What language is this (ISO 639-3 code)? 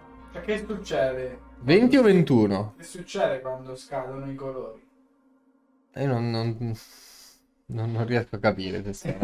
ita